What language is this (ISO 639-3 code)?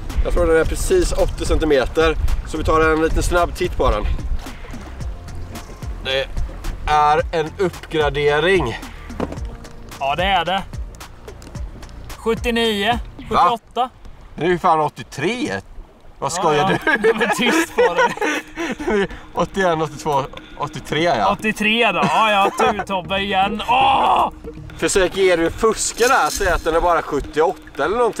swe